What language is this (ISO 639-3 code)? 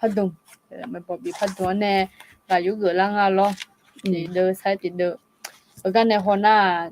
ahk